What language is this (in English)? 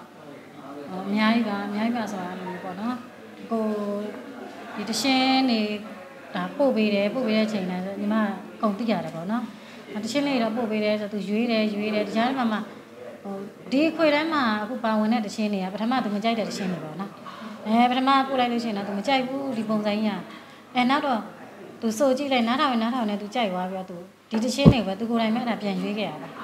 Burmese